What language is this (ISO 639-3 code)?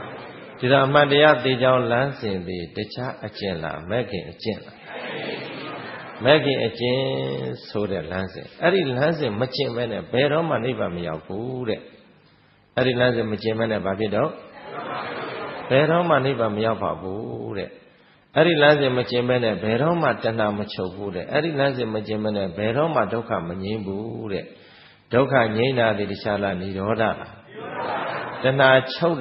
mya